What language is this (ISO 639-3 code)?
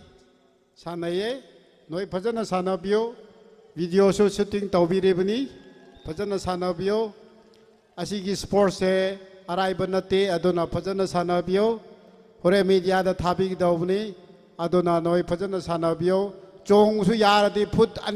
nmf